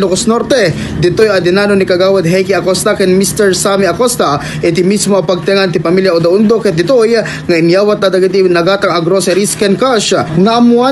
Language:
Iloko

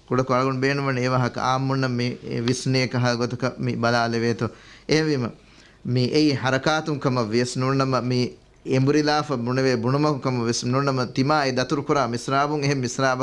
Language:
Divehi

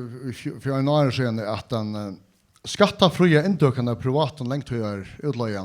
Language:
Faroese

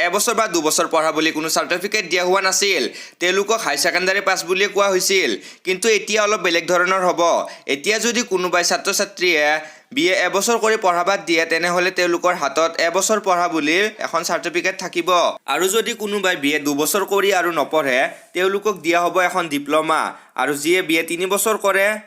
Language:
Assamese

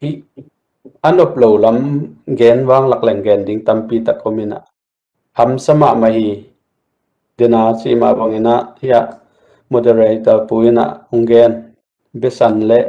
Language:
Tedim Chin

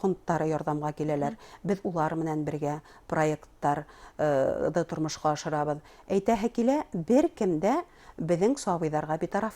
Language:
Bashkir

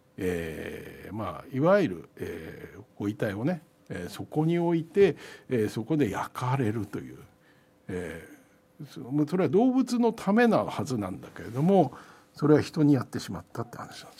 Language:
Japanese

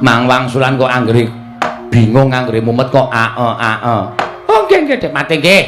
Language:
Javanese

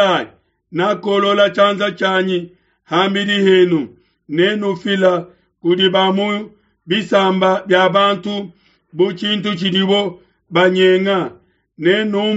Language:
Luba-Lulua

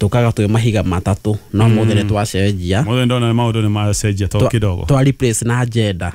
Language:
Kikuyu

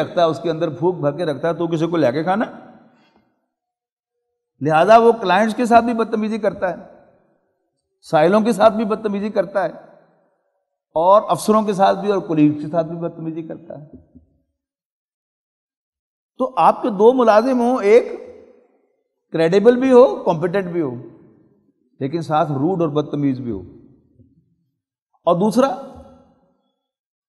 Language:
Urdu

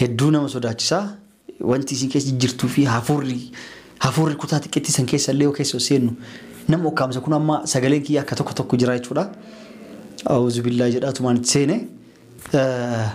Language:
Oromo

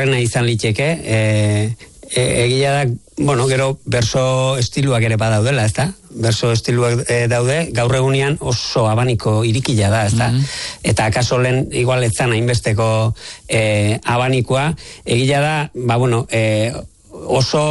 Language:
Basque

